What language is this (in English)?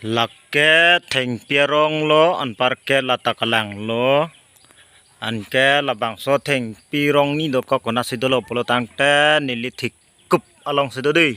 Karbi